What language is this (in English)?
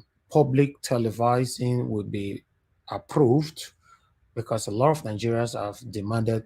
Nigerian Pidgin